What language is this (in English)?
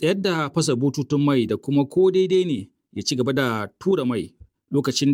Hausa